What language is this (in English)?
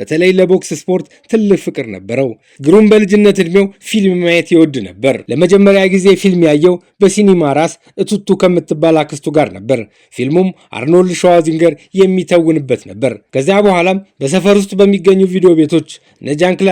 Amharic